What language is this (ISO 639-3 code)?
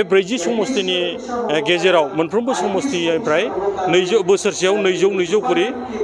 brx